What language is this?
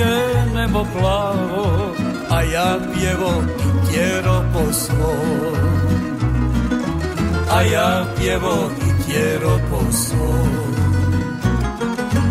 Croatian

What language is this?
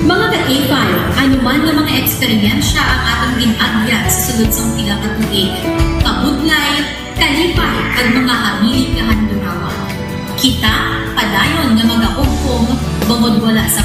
Hiligaynon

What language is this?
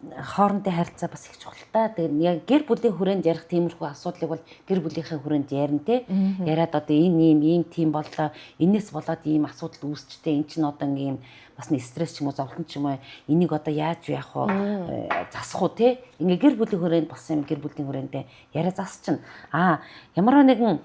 Mongolian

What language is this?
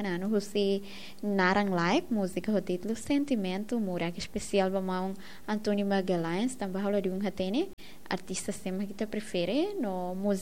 Tetum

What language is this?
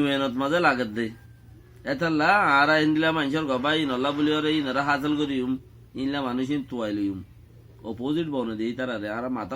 Rohingya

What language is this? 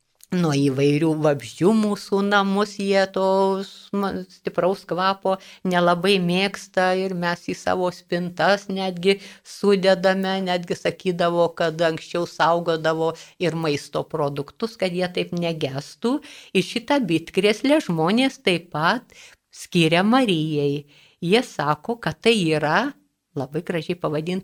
Lithuanian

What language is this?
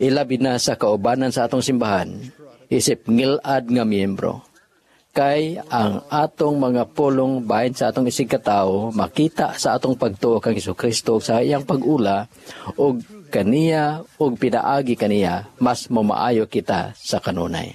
Cebuano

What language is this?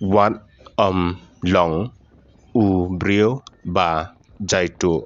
Khasi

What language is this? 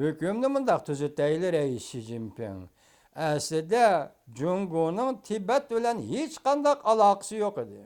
Uyghur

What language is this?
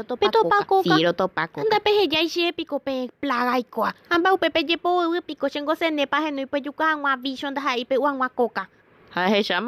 Guarani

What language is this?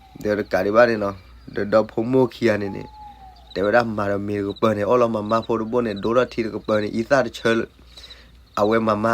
S'gaw Karen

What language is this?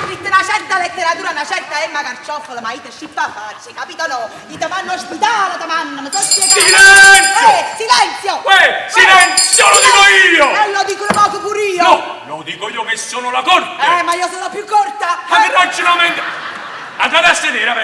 Neapolitan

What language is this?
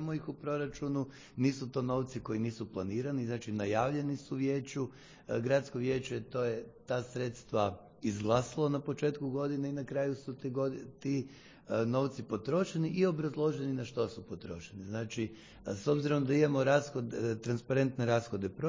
Croatian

